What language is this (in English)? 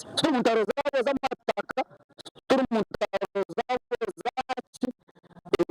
Nyankole